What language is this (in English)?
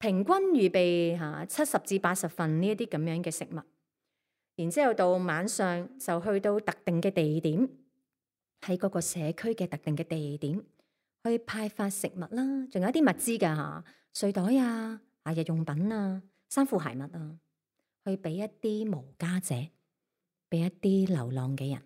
Cantonese